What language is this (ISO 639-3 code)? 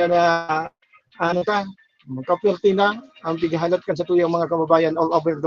bik